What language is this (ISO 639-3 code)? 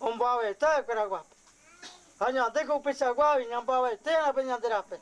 grn